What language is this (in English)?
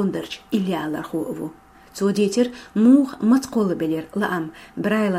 Chechen